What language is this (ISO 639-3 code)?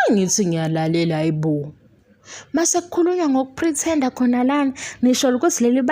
zul